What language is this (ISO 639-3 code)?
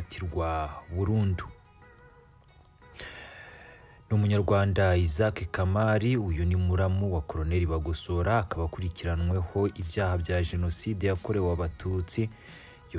kin